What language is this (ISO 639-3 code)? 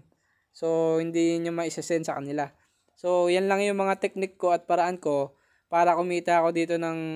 fil